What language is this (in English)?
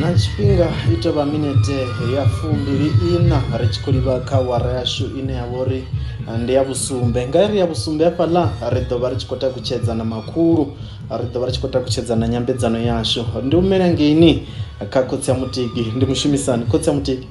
Venda